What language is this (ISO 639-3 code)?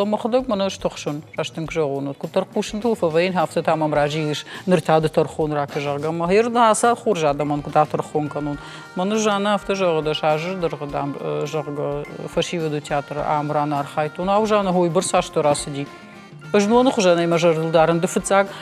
oss